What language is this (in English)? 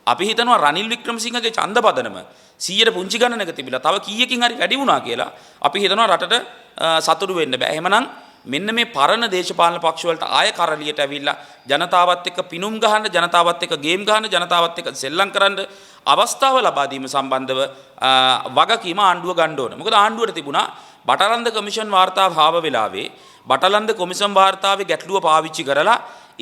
Sinhala